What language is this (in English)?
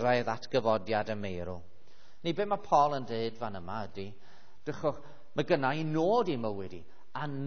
Welsh